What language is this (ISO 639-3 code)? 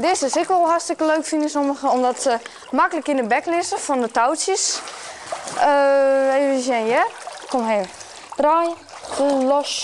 fry